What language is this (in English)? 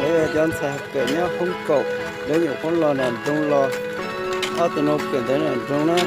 Hmong